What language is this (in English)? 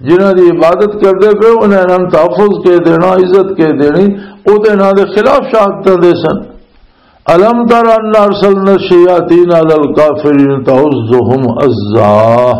Western Panjabi